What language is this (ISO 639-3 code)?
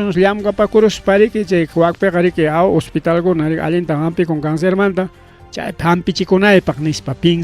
quy